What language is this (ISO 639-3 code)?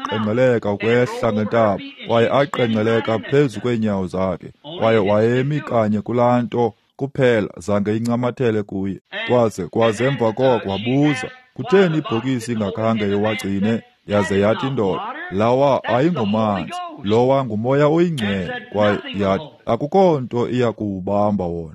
xho